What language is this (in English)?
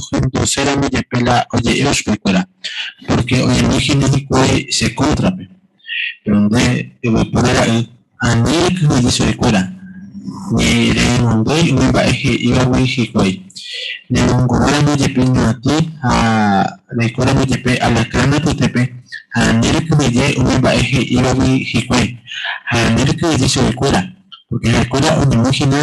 Guarani